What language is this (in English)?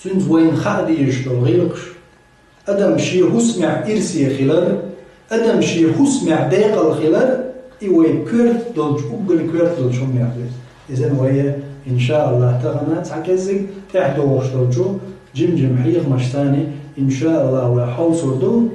Chechen